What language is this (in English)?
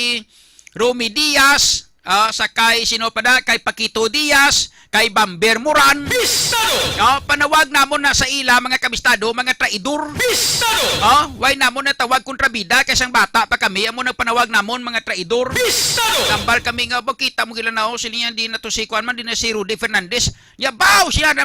Hiligaynon